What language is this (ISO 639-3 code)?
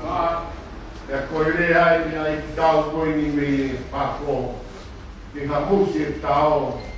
ton